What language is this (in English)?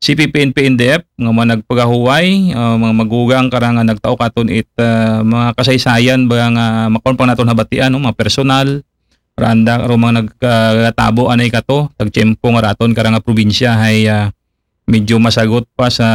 Aklanon